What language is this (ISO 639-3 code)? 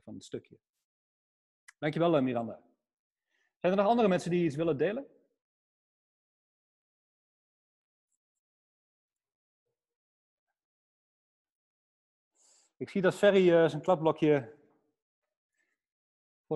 nld